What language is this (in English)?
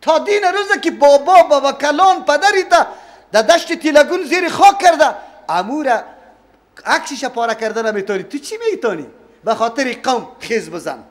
Persian